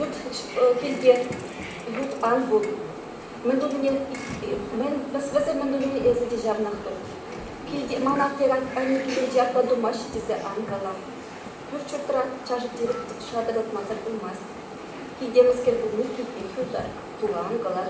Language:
Chuvash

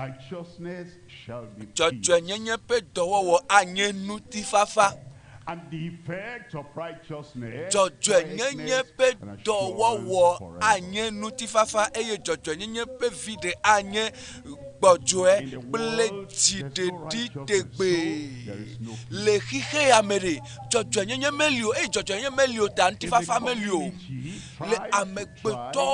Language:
Ewe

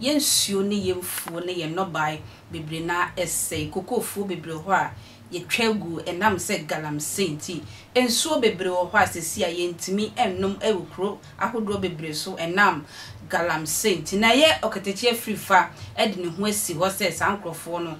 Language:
Akan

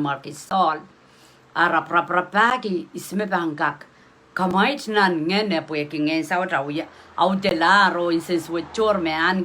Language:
Pohnpeian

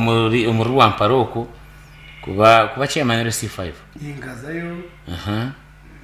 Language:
Nyankole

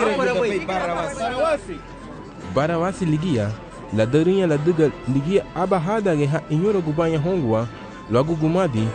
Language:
Garifuna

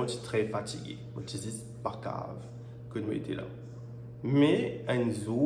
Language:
Morisyen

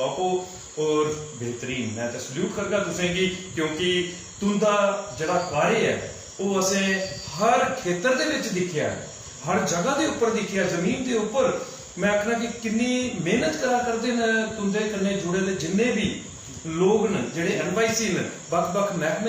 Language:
Dogri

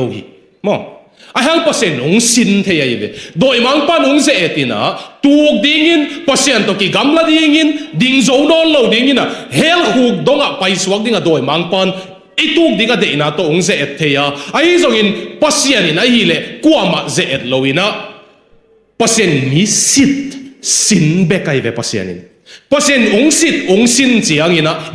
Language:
Tedim Chin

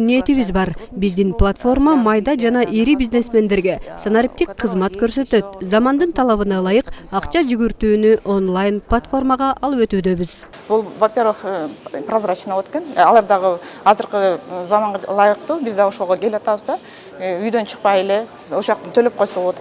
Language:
Kyrgyz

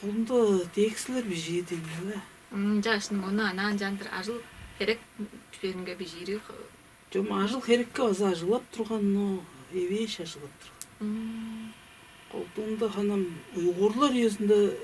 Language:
Tuvinian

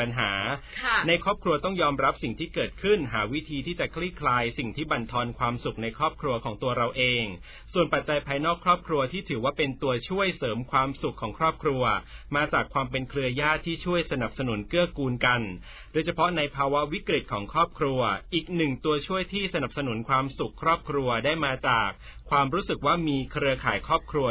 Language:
Thai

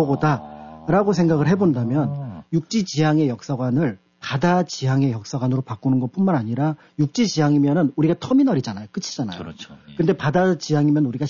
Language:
Korean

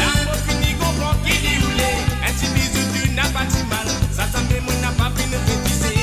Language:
Morisyen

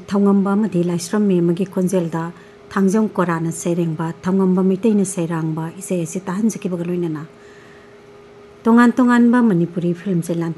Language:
Manipuri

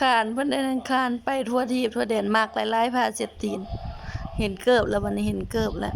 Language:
Northeastern Thai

